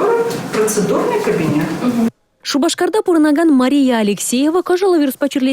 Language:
Chuvash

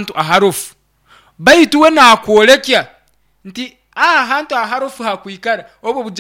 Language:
Nyoro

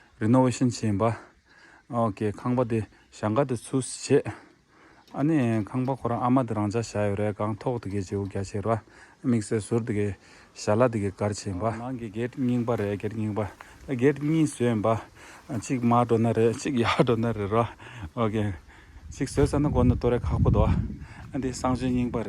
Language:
Tibetan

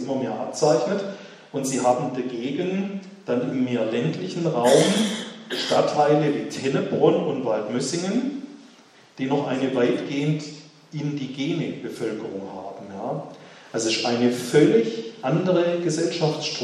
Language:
German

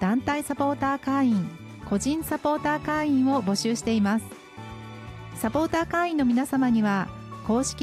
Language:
Japanese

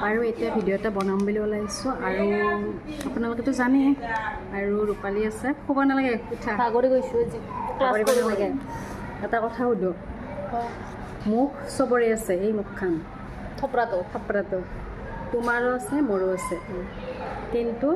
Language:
Assamese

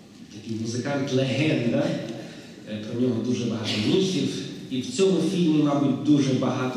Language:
Ukrainian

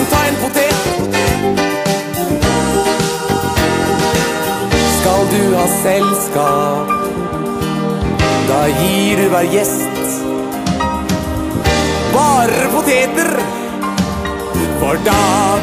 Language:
Norwegian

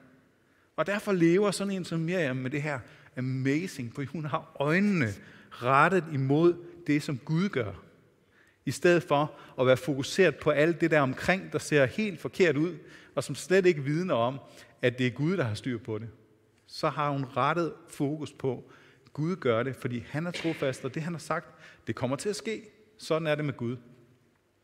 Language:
Danish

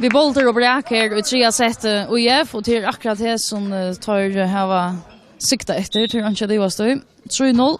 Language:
Faroese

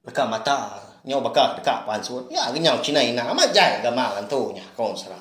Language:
Iban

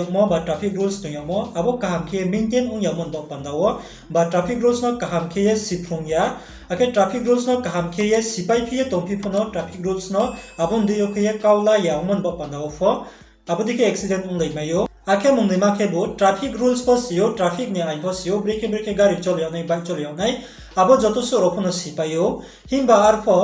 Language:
Riang (India)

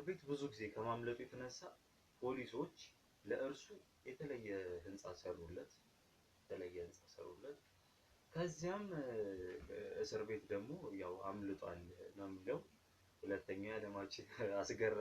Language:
Amharic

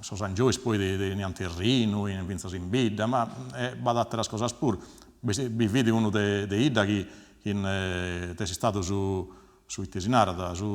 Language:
Sardinian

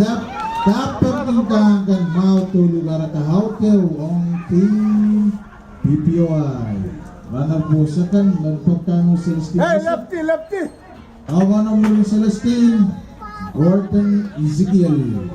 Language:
Pohnpeian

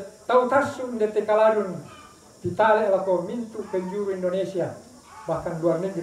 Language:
Toraja-Sa'dan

